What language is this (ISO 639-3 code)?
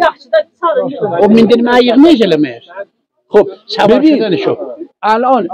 azb